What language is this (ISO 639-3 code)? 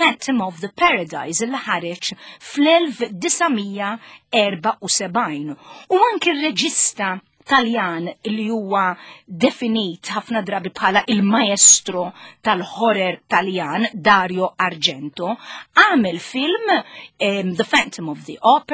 mlt